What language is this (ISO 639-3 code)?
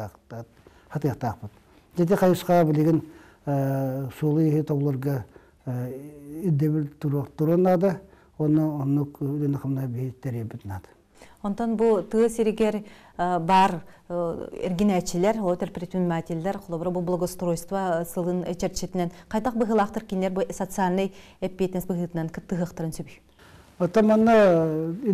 sah